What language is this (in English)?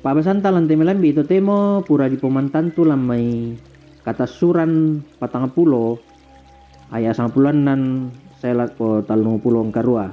Toraja-Sa'dan